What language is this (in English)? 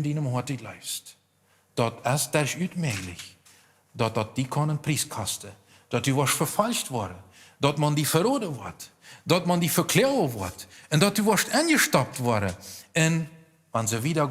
Plautdietsch